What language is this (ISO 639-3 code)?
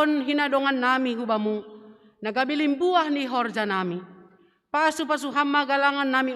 bts